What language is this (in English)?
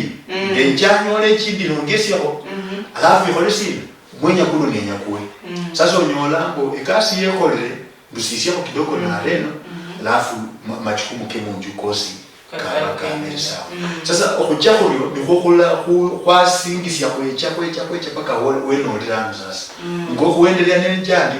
Luyia